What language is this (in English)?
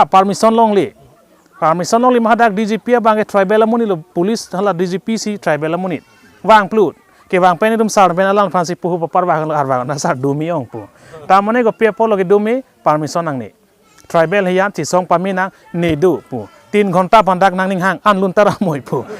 Karbi